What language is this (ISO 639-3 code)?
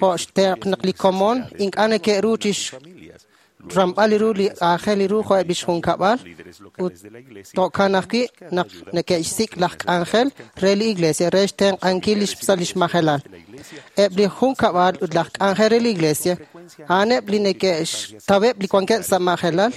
kek